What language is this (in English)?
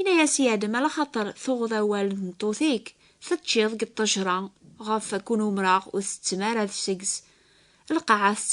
Kabyle